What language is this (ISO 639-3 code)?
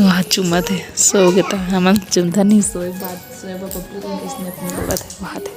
hne